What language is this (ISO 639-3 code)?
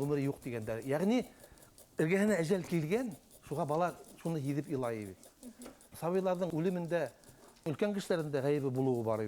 bak